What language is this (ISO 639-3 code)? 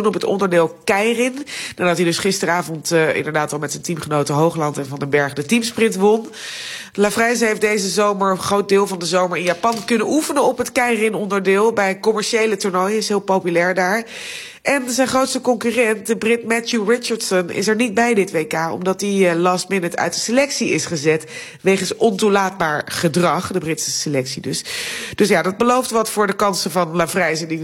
nld